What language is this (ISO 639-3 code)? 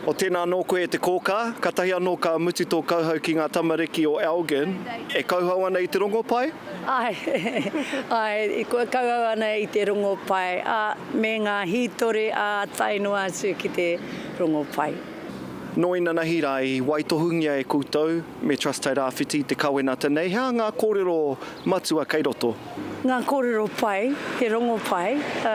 mri